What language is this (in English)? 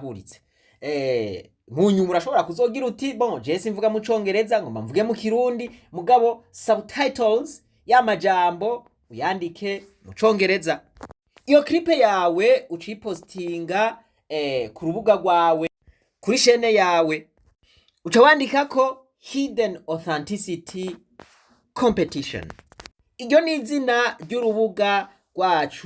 Rundi